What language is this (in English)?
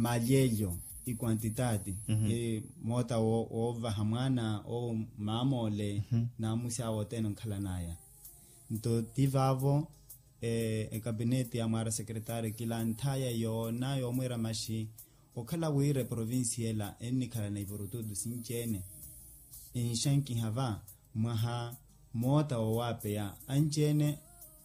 Makhuwa